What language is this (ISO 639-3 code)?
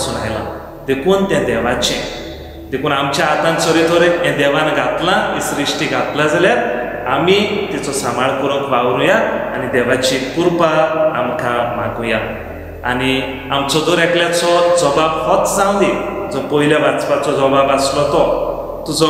kok